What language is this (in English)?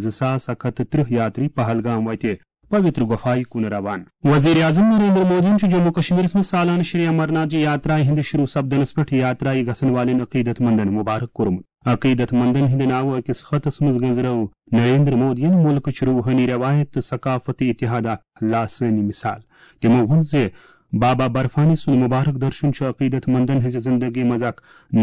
Kashmiri